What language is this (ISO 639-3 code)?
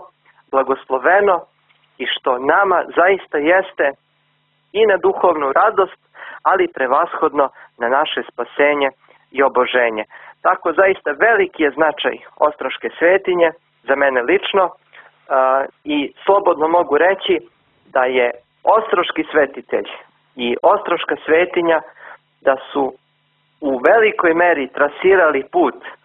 srp